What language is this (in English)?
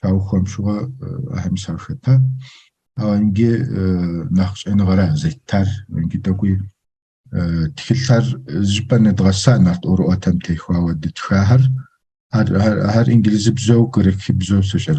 Kabardian